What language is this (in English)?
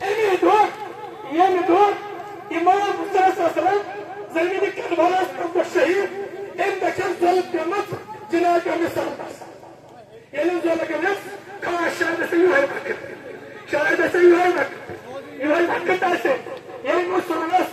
Kashmiri